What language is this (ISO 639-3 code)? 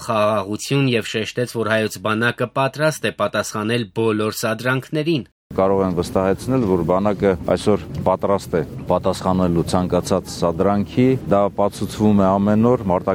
hye